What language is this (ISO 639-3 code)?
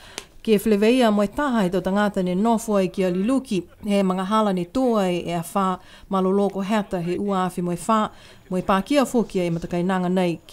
niu